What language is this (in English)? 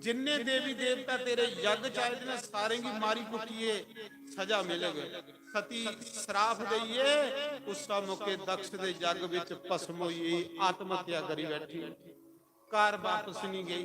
Dogri